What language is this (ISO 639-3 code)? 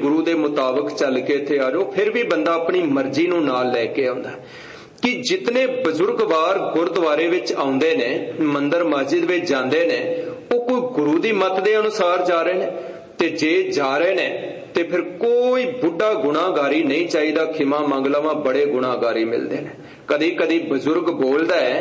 pan